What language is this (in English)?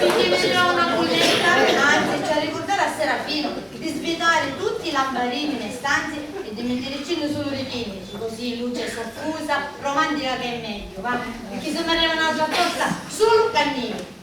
Sicilian